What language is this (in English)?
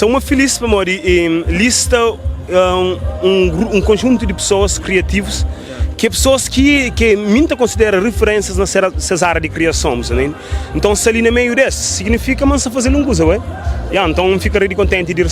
Kabuverdianu